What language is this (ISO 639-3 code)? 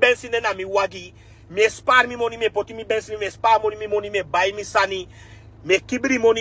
srn